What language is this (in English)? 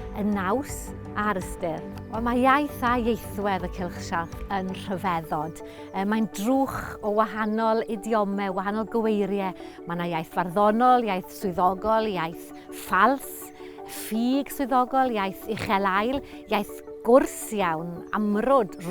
Welsh